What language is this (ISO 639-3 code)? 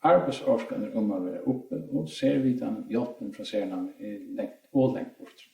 fao